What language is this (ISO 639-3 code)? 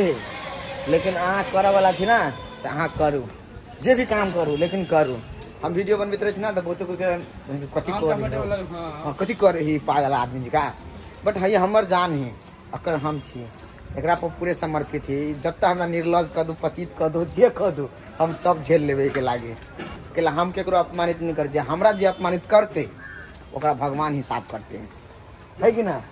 mai